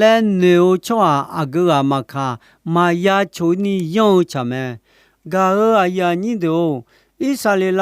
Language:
Akha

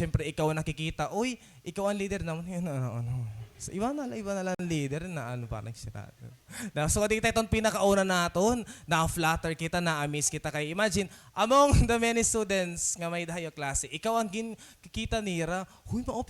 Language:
Waray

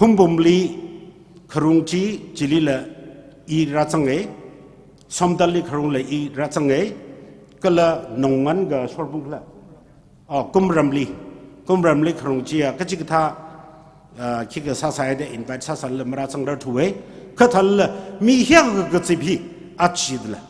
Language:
Tangkhul Naga (India)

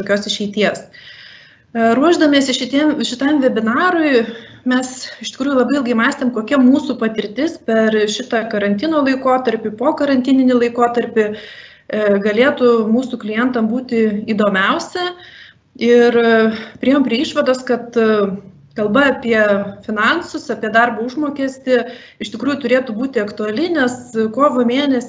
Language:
Lithuanian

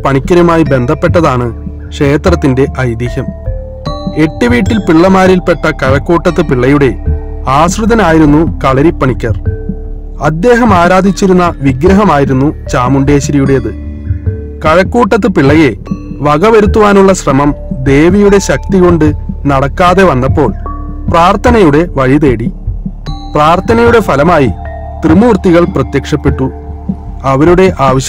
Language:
Malayalam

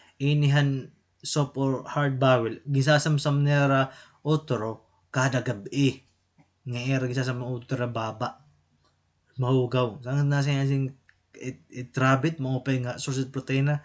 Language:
Waray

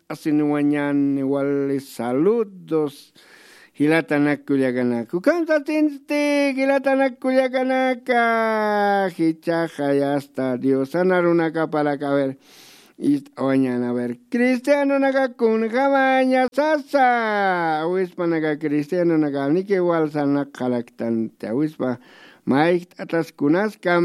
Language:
Aymara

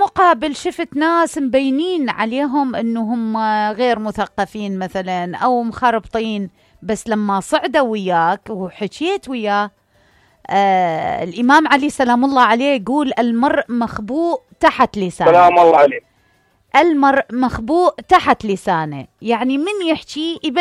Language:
Mesopotamian Arabic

